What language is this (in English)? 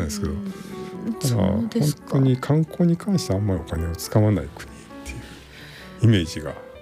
Japanese